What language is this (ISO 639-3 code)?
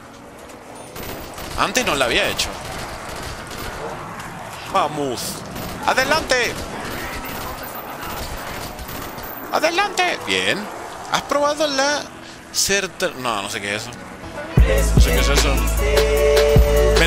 spa